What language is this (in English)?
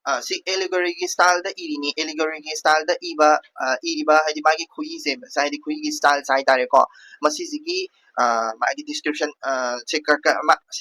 Manipuri